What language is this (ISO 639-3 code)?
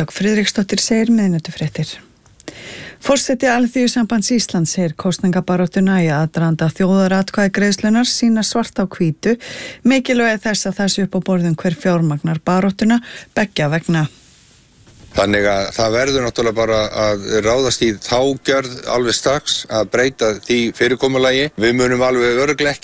isl